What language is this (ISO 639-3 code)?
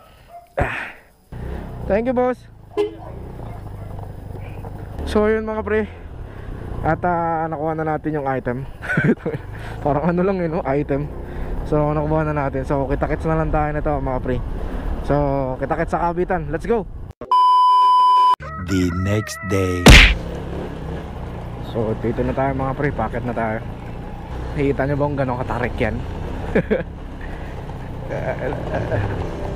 fil